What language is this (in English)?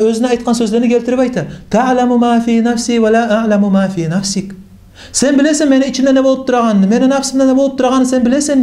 Kumyk